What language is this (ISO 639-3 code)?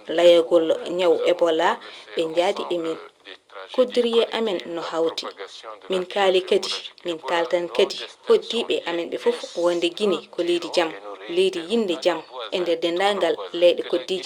ful